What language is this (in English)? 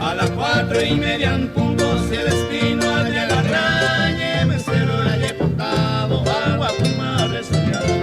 Guarani